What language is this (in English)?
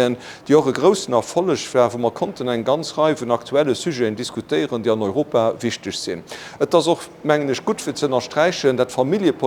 Luxembourgish